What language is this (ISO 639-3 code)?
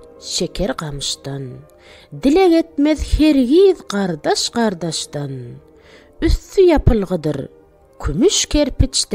tuk